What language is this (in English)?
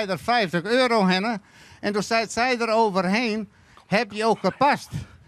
Western Frisian